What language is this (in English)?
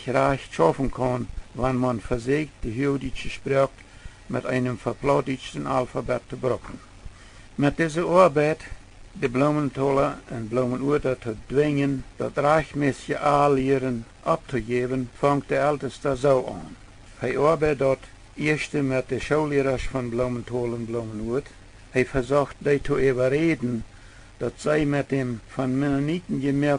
Plautdietsch